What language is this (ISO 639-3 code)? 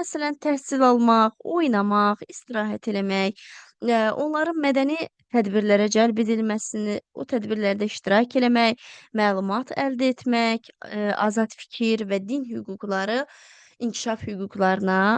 aze